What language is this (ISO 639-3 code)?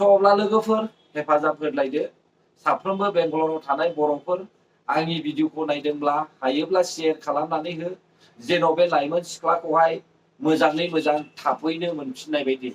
brx